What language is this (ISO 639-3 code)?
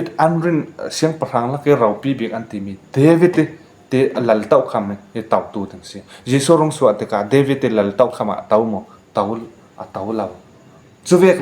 cfm